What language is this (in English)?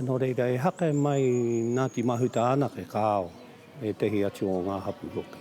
Māori